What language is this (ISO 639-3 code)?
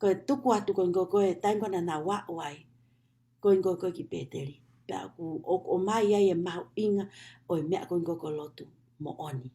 ton